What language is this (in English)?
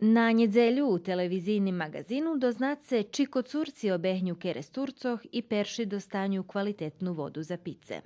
Rusyn